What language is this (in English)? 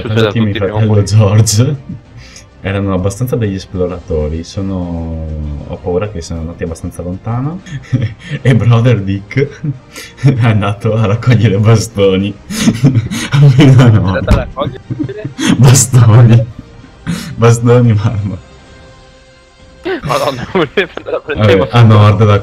Italian